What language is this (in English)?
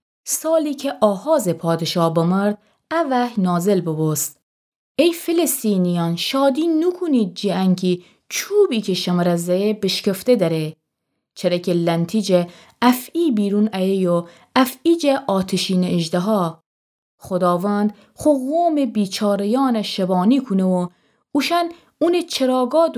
Gilaki